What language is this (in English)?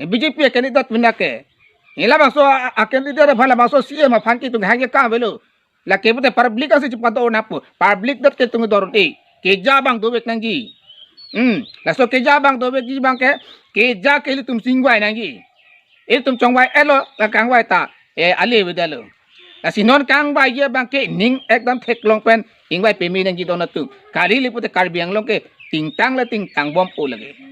Karbi